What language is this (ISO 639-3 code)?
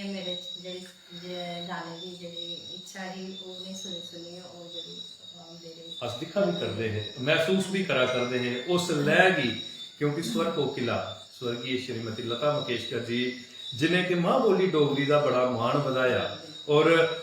doi